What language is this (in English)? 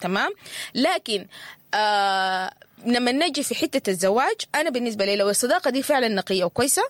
Sudanese Arabic